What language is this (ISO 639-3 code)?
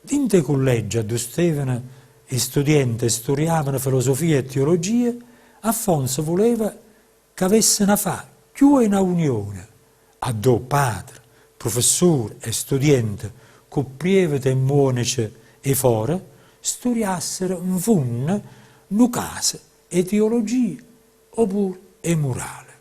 nap